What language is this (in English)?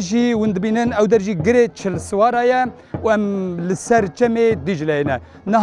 Kurdish